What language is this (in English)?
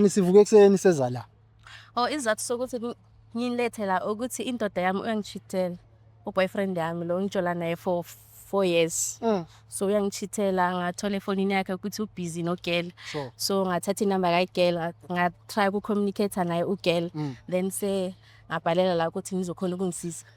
Zulu